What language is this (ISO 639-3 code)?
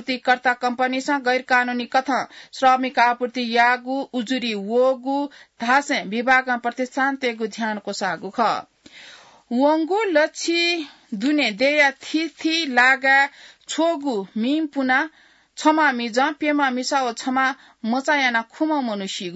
new